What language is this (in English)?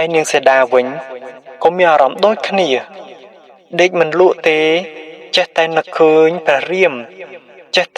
Khmer